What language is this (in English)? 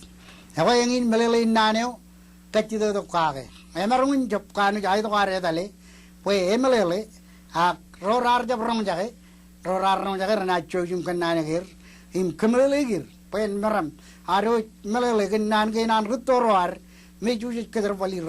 Marshallese